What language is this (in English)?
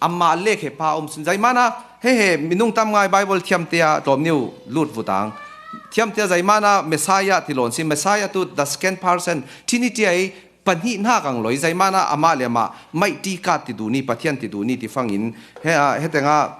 Falam Chin